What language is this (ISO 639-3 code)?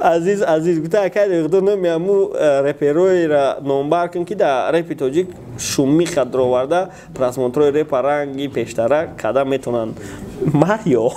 tgk